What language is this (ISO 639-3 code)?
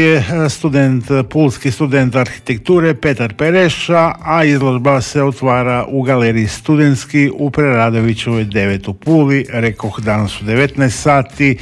hrv